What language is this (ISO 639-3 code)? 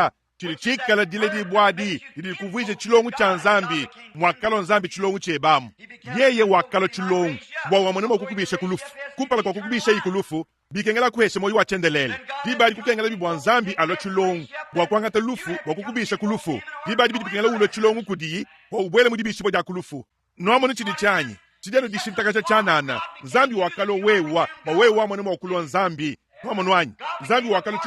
lua